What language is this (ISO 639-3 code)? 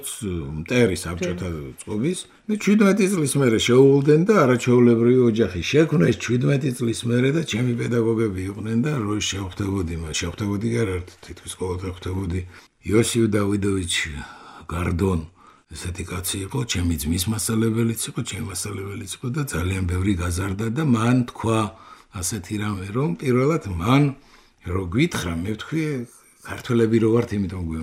kat